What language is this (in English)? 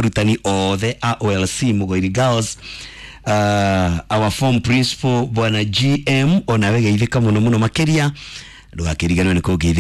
Kikuyu